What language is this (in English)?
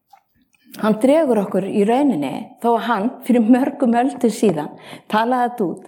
Icelandic